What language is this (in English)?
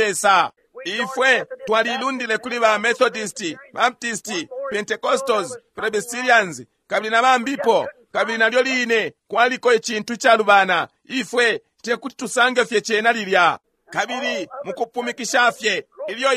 Bemba